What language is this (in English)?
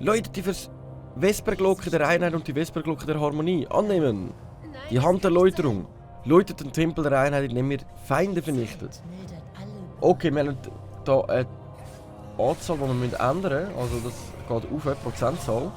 Swiss German